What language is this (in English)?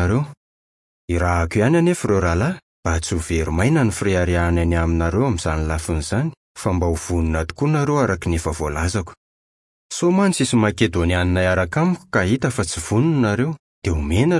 Malagasy